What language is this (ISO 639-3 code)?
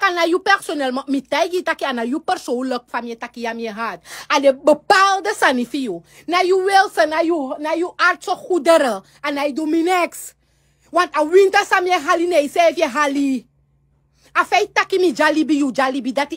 srn